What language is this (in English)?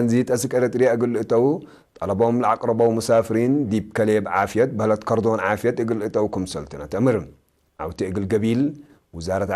Tigre